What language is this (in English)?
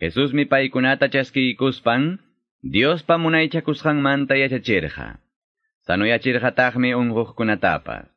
Ayacucho Quechua